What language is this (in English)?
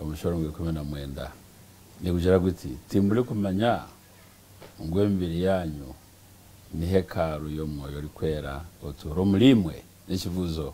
Nyankole